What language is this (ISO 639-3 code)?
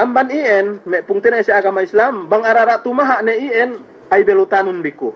yka